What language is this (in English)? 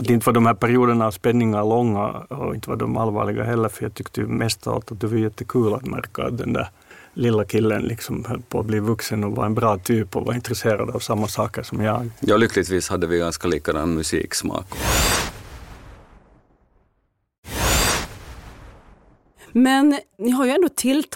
Swedish